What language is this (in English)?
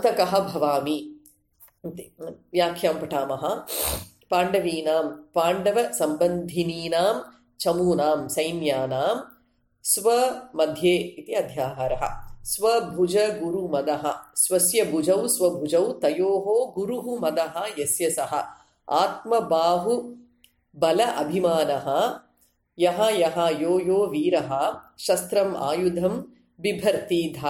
Sanskrit